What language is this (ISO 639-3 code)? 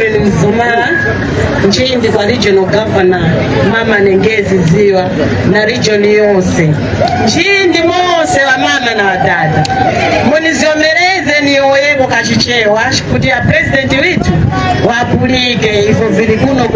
nya